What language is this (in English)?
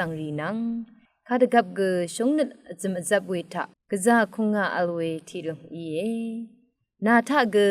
Rawang